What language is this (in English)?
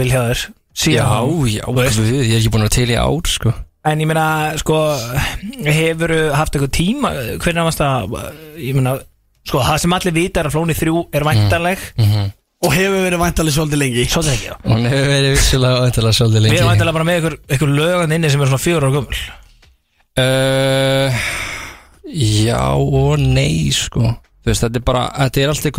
Icelandic